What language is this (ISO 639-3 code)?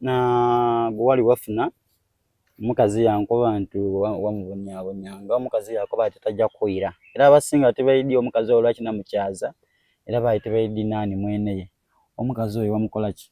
xog